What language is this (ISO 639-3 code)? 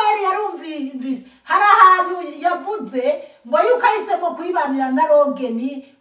run